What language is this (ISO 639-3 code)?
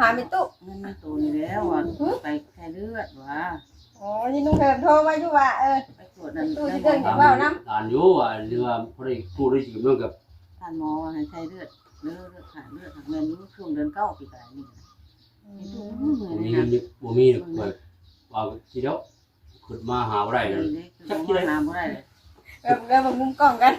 tts